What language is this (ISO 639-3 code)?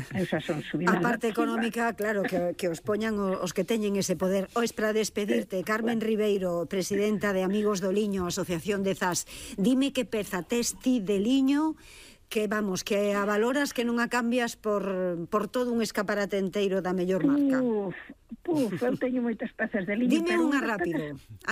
glg